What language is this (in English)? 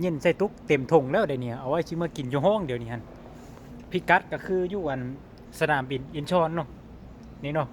Lao